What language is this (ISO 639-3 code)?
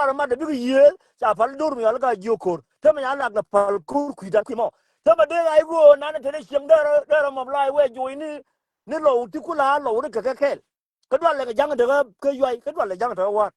nus